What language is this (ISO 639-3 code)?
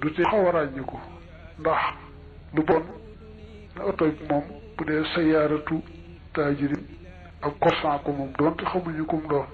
wol